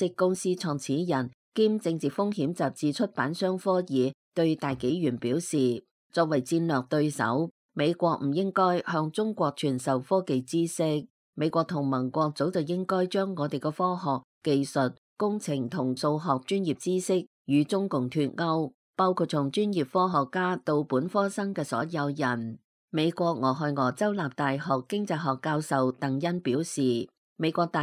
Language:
Cantonese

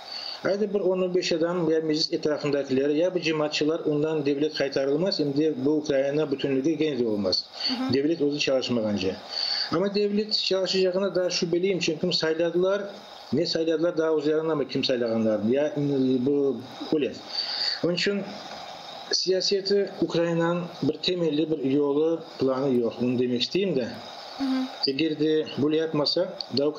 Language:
Crimean Tatar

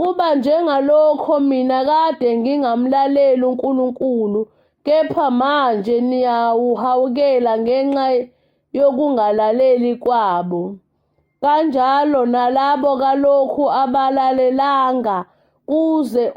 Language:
Zulu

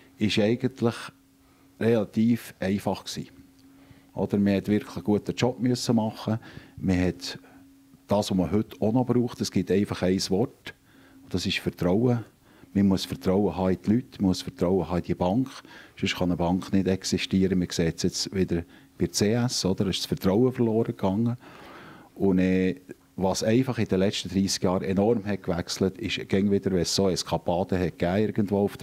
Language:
Swiss German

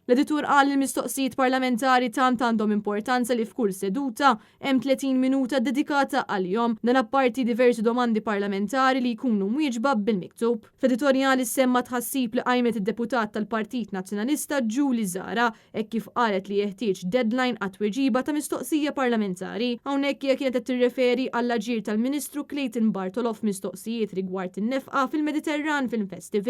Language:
Maltese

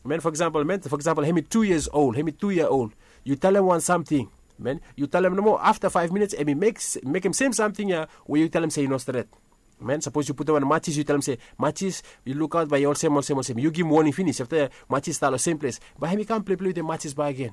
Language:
Bislama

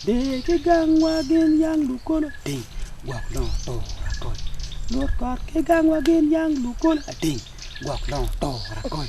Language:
Acoli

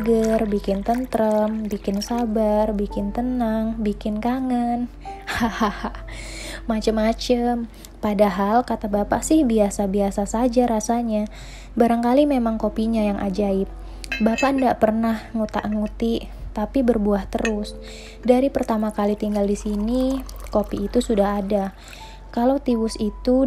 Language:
Indonesian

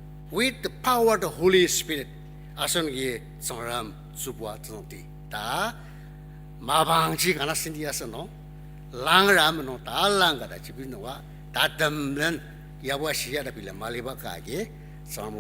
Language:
Ao Naga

